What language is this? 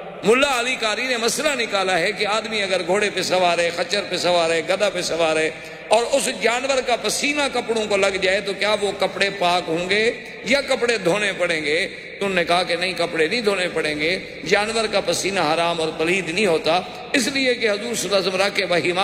Urdu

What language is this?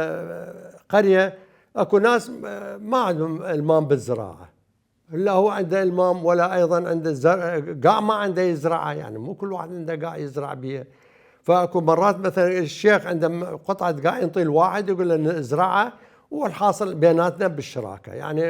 Mesopotamian Arabic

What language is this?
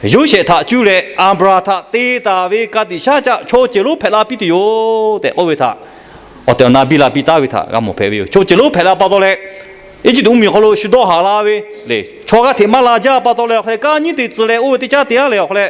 Lahu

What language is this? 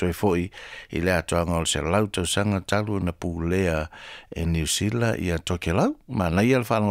Samoan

